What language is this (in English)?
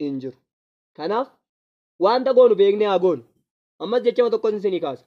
Oromo